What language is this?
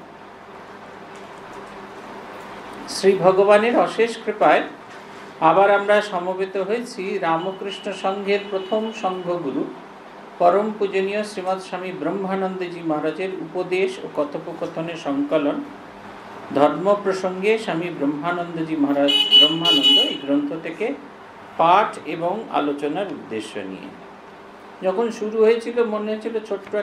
Bangla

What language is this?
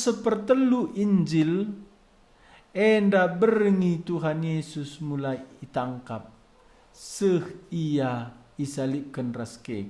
Batak Karo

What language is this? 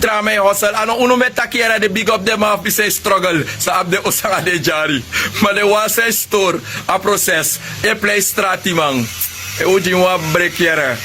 Sranan Tongo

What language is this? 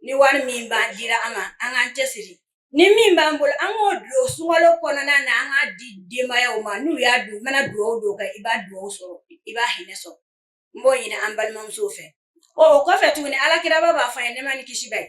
Bambara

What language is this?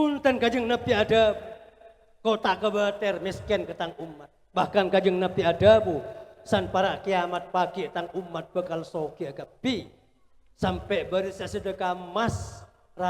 Madurese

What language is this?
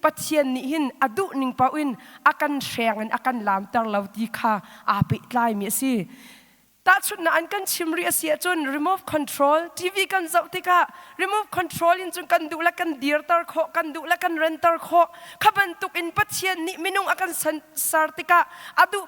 Hakha Chin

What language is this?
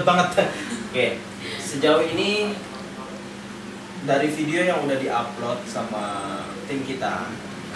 Indonesian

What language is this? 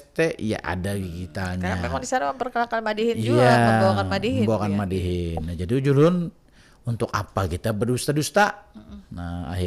Banjar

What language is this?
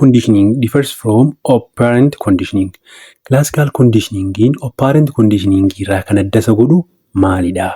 Oromo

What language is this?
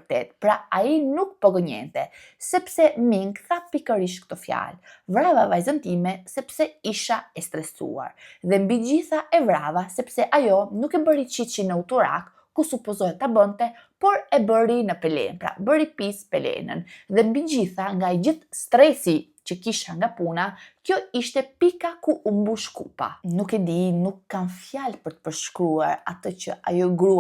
Albanian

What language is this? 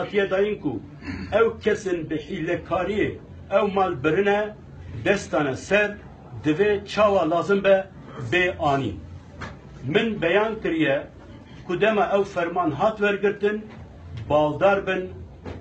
Kurdish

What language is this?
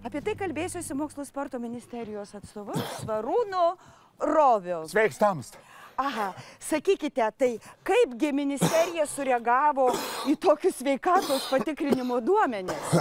Lithuanian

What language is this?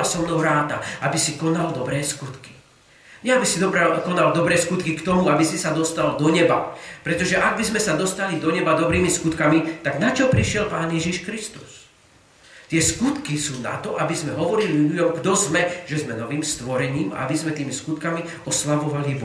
Slovak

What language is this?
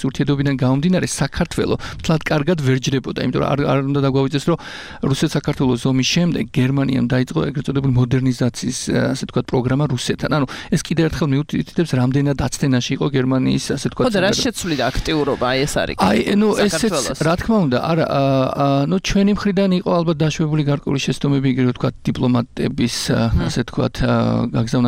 Georgian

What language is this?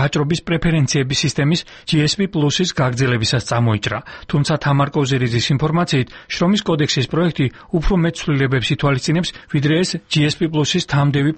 Georgian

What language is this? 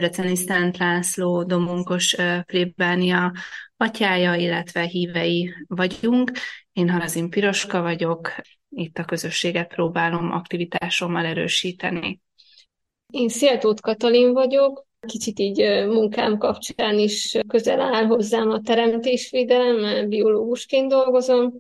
Hungarian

